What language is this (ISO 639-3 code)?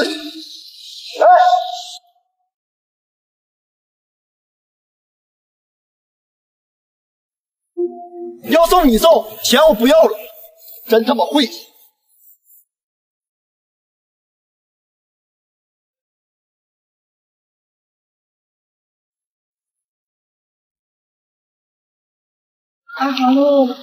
zho